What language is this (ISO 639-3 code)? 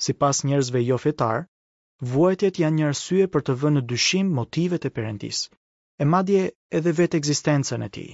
sqi